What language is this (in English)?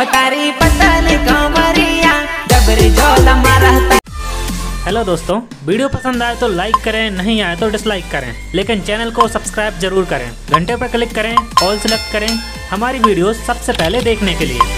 Bhojpuri